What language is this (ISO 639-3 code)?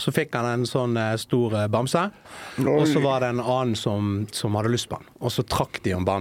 nor